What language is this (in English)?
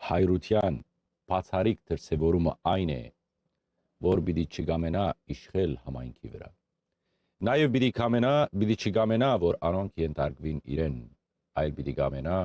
Western Armenian